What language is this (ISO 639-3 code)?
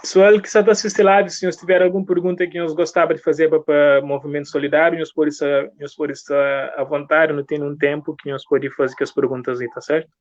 kea